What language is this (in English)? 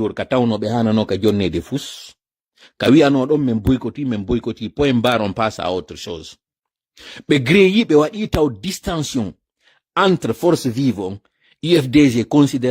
Pular